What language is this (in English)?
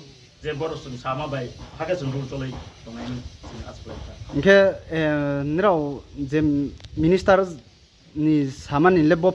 Riang (India)